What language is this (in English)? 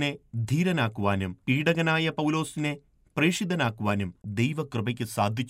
Malayalam